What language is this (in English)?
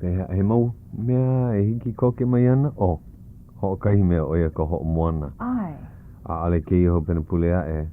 Hawaiian